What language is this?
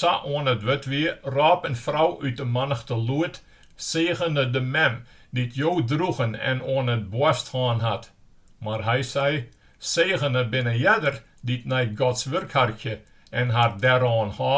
Western Frisian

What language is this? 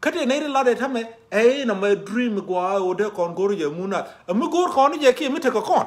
Nuer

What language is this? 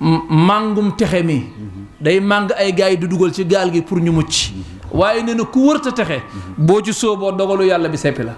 Wolof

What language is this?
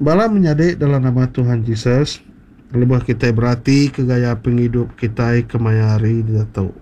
Iban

